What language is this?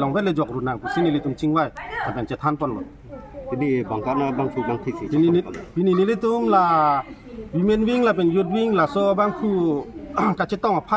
Karbi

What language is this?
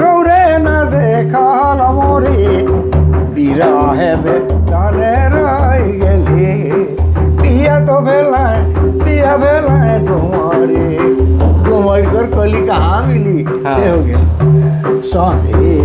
Sadri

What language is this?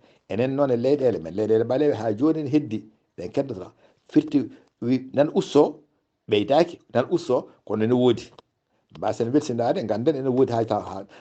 Fula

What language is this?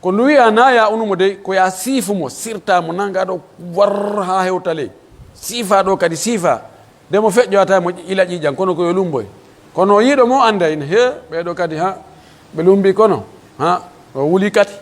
Pular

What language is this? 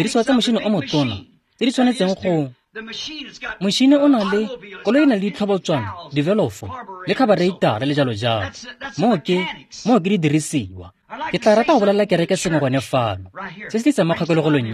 Tswana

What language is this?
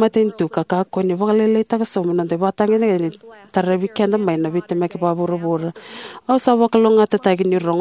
Fijian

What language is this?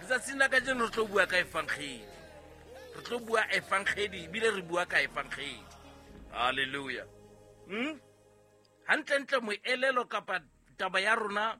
Southern Sotho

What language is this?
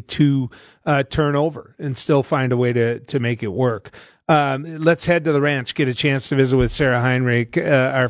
English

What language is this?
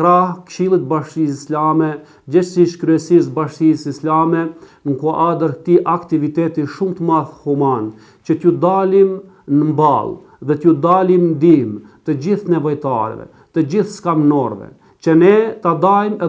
Albanian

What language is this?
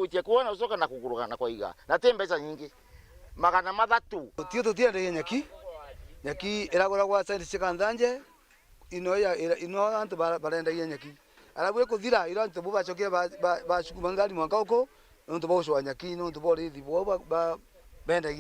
Meru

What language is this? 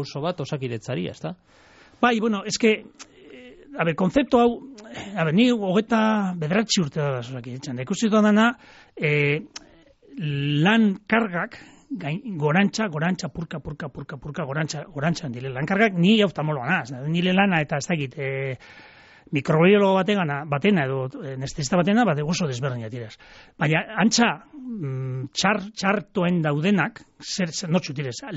Basque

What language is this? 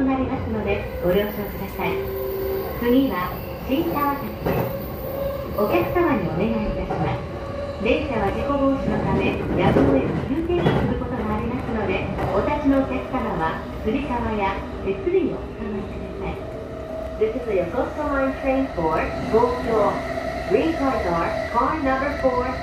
Japanese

